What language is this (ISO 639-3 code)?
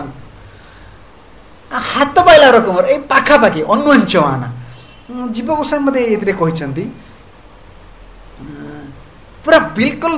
ori